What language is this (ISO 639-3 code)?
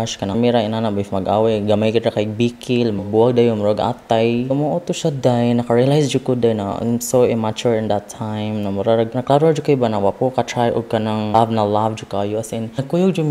ceb